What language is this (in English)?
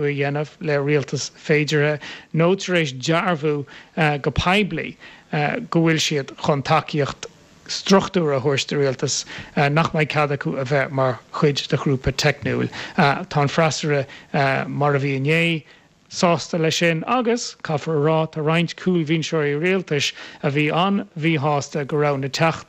Irish